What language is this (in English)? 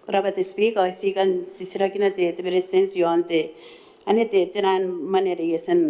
Gilbertese